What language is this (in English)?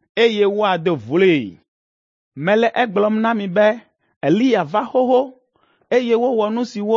Ewe